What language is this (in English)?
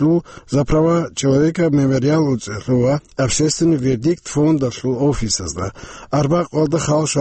Avaric